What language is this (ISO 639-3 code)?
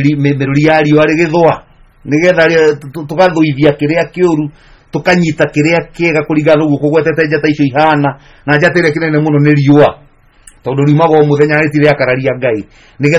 kik